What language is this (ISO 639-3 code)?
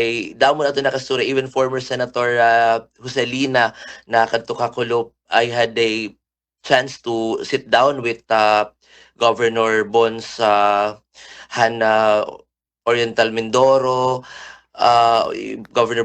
war